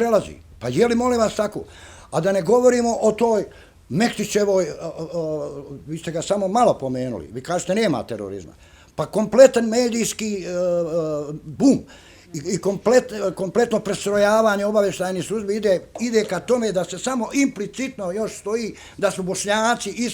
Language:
Bosnian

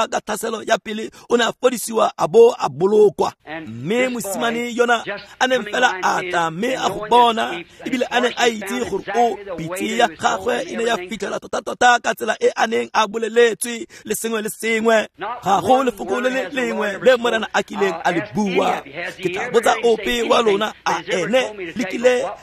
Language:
Tswana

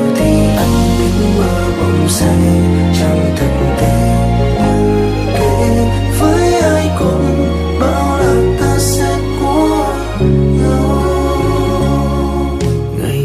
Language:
Vietnamese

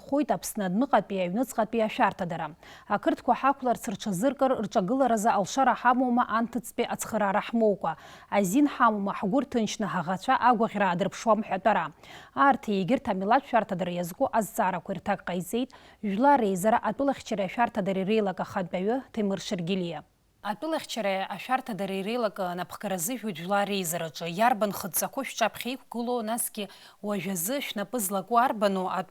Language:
Abkhazian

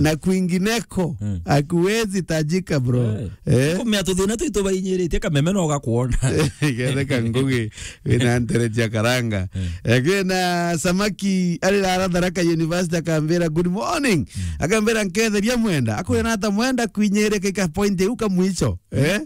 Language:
Meru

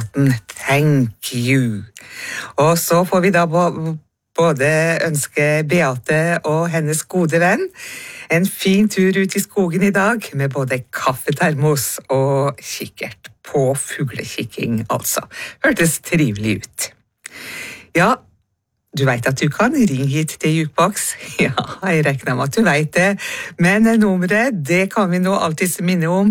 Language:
Norwegian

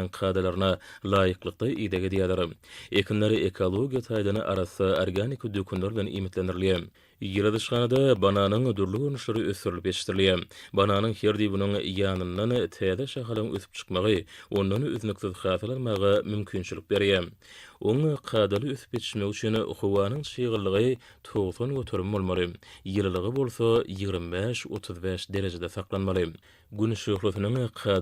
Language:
Turkmen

